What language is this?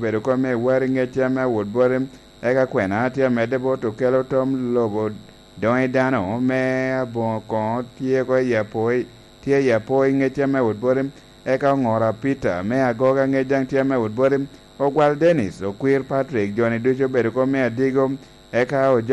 Lango (Uganda)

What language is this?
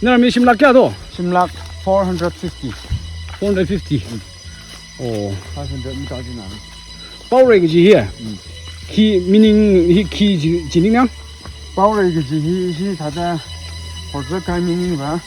Tangkhul Naga (India)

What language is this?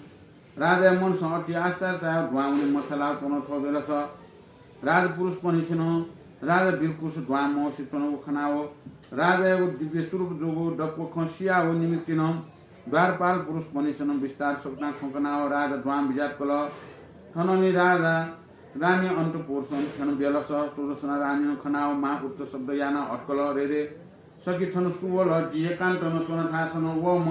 Newari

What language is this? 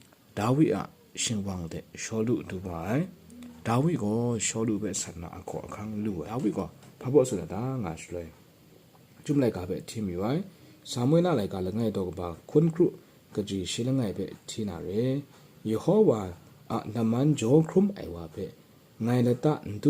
Kachin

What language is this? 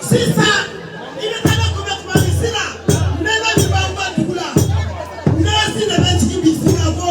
Bambara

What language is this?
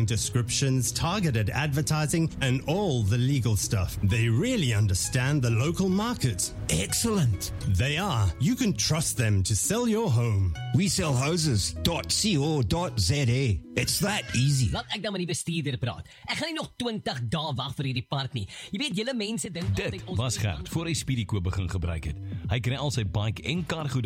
Afrikaans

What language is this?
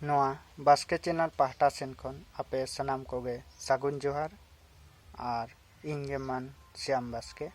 Santali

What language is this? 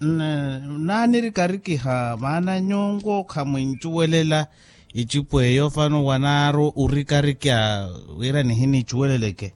Makhuwa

